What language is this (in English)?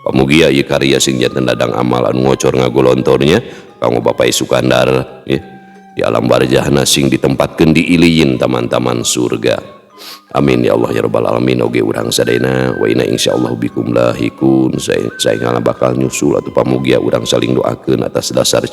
Sundanese